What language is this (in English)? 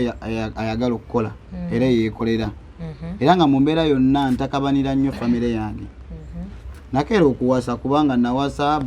Ganda